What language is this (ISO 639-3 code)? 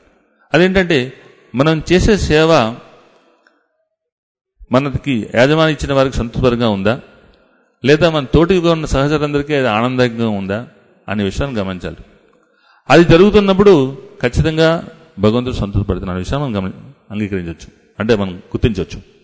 tel